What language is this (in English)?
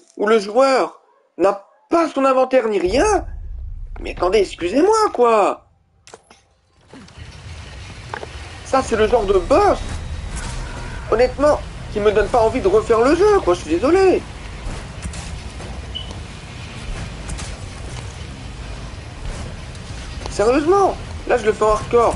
French